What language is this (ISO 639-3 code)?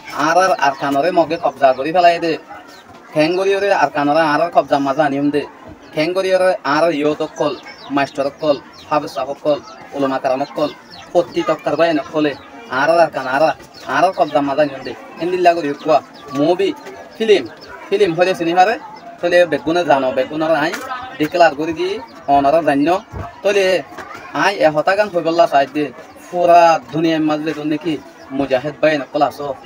rhg